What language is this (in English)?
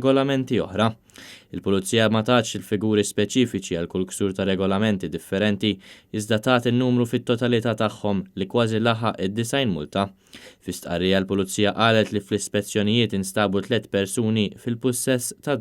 Maltese